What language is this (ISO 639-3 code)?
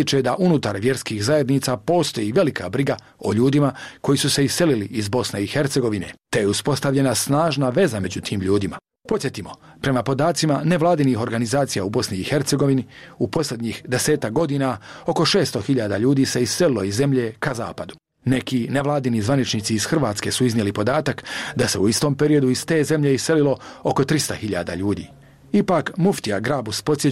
bos